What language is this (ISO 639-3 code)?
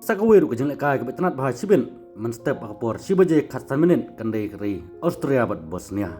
kha